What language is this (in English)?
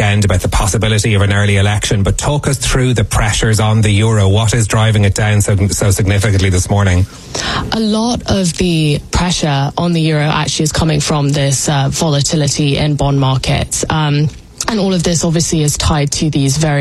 English